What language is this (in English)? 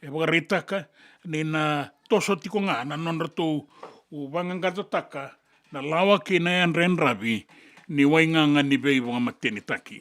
Fijian